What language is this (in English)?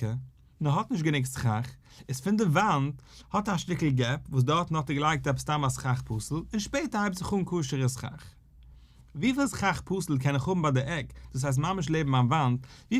Yiddish